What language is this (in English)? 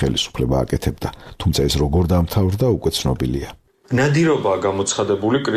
Georgian